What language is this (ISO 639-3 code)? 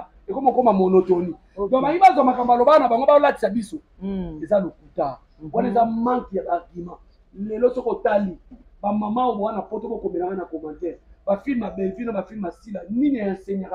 lin